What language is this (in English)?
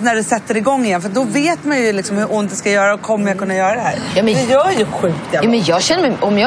Swedish